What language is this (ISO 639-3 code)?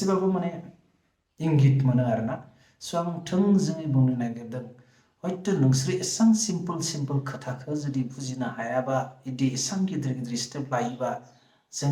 brx